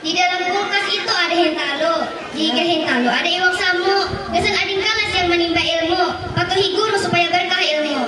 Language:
Banjar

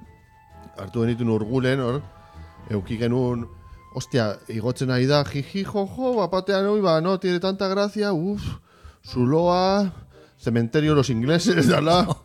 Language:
Basque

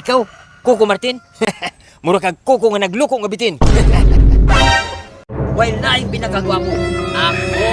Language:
Cebuano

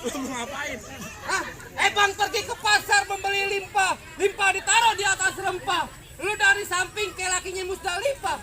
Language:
Betawi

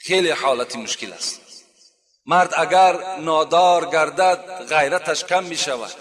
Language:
Tajik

